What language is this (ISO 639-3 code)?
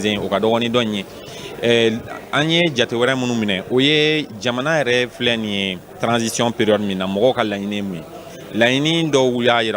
bam